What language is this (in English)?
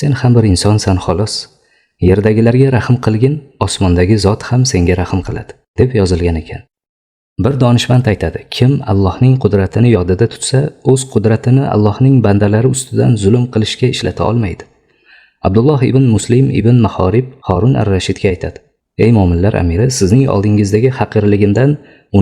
Uzbek